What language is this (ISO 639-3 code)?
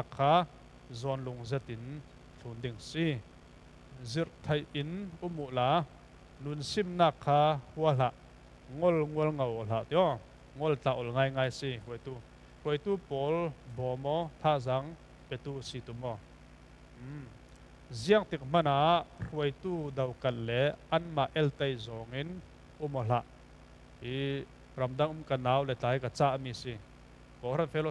cfm